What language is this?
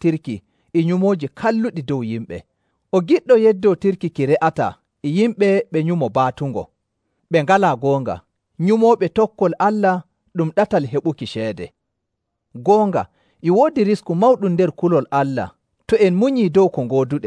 Nigerian Fulfulde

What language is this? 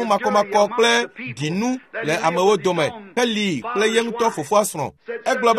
Ewe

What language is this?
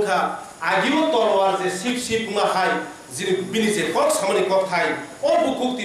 Kok Borok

